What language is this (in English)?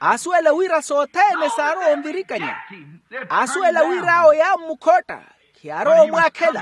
Makhuwa